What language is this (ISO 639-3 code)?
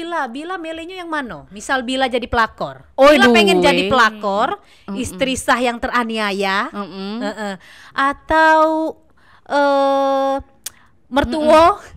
mui